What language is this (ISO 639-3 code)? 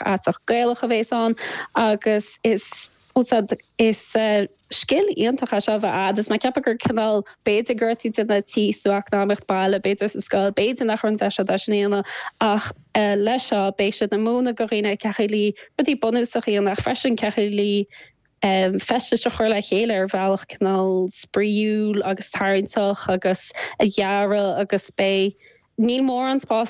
gle